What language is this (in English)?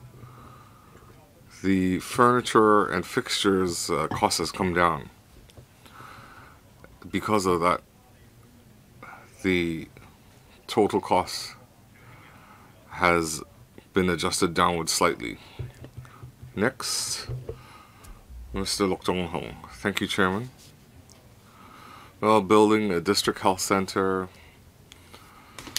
English